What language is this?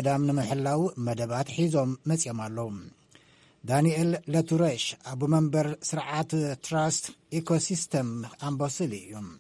Tigrinya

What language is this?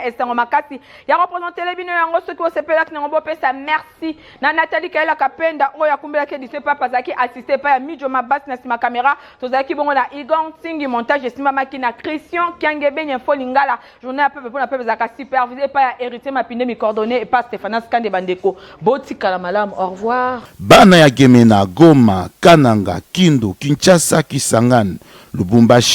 Lingala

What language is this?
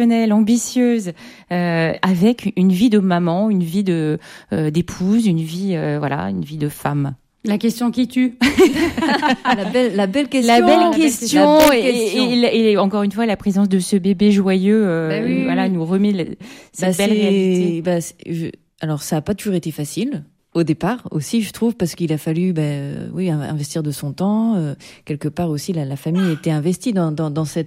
French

